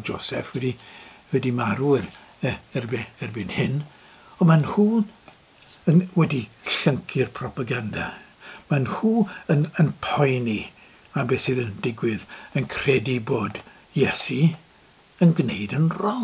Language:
Welsh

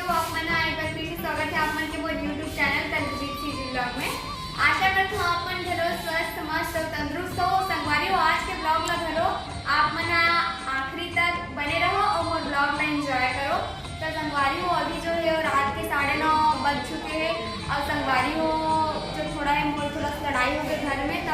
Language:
Chhattisgarhi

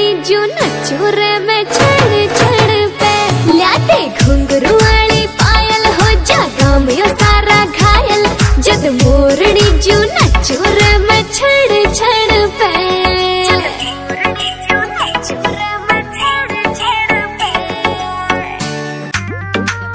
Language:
Haryanvi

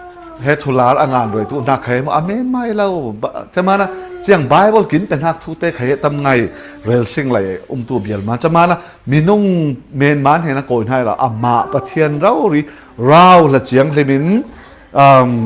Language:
Falam Chin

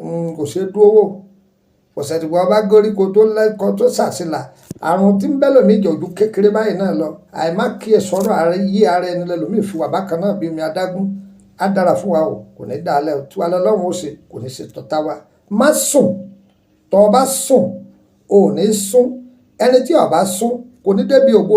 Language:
Yoruba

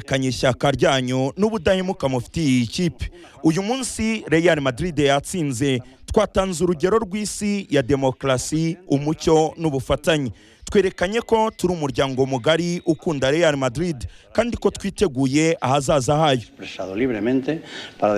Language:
Kinyarwanda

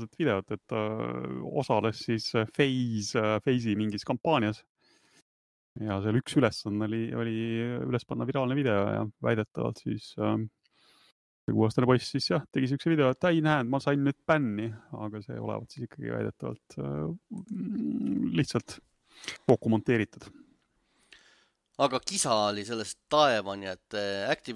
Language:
Estonian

